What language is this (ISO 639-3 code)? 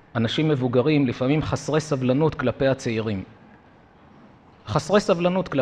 heb